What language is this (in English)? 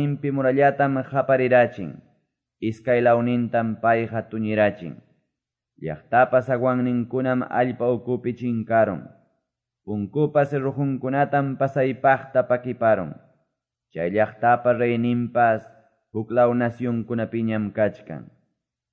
Quechua